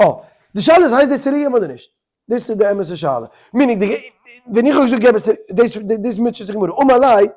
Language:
Yiddish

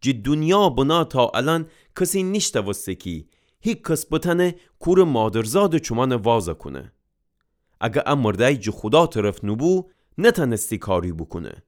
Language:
Gilaki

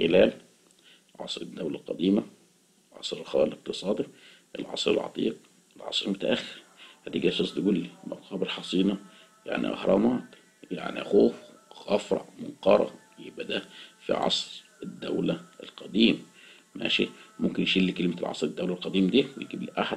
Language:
Egyptian Arabic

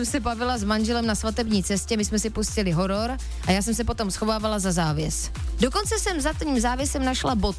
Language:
Czech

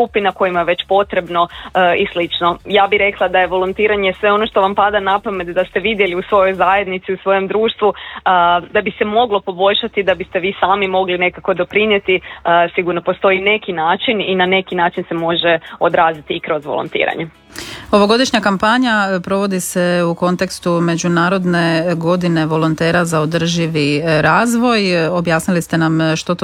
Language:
Croatian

